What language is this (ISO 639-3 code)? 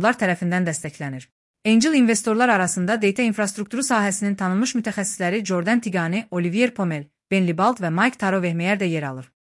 aze